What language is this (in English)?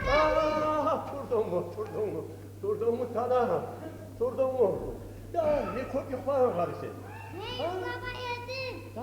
Kumyk